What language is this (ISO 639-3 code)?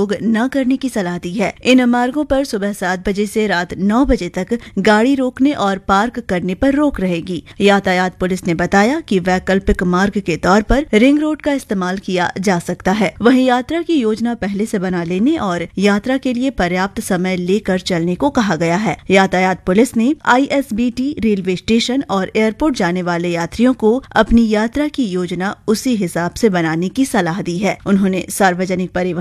hin